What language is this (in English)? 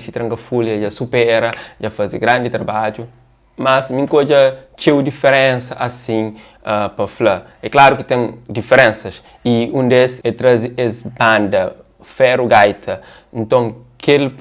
Kabuverdianu